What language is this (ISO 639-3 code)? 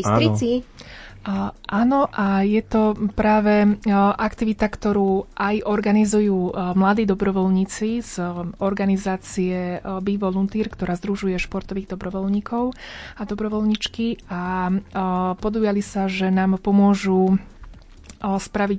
slk